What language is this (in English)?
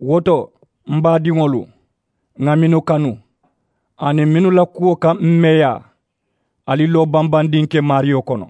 Mandingo